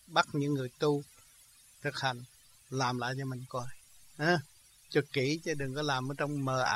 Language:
Vietnamese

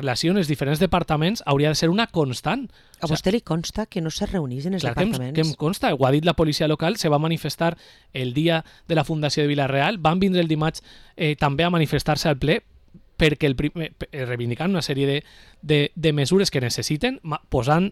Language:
Catalan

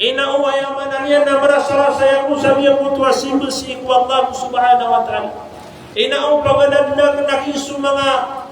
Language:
Maranao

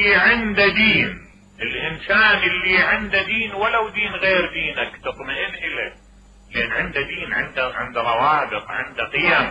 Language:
Mesopotamian Arabic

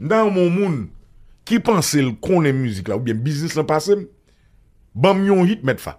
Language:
Haitian Creole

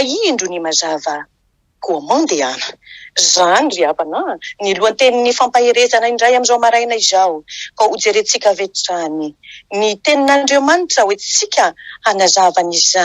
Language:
Malagasy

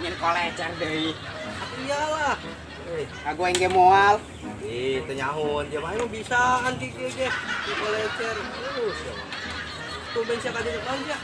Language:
Sundanese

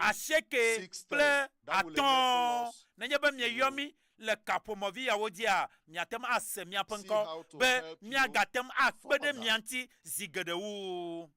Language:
Ewe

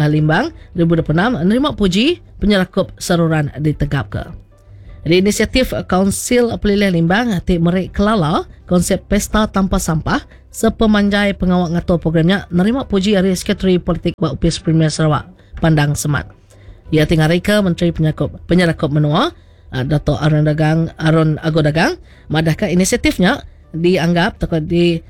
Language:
Iban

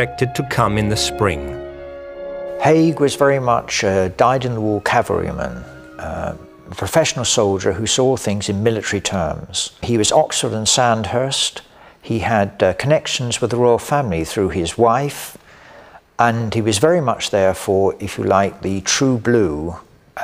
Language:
English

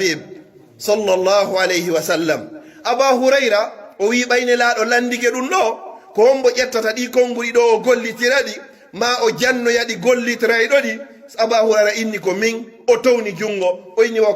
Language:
Pular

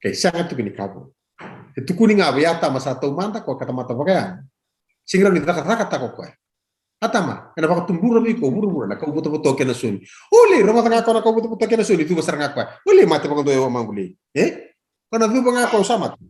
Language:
Fijian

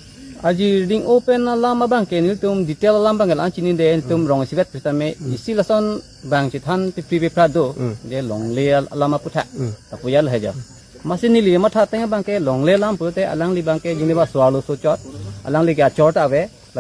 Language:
Karbi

